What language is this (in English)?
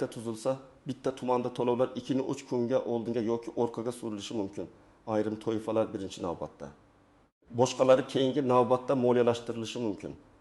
Uzbek